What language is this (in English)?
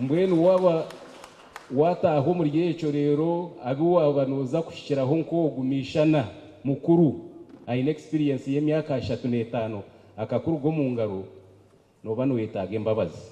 Nyankole